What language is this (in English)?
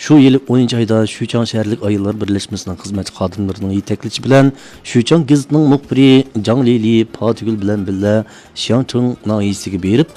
Uyghur